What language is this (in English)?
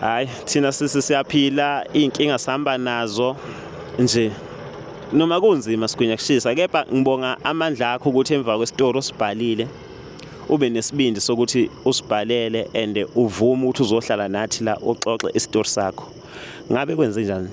Zulu